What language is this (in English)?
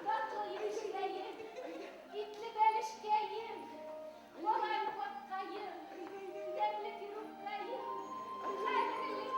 Bashkir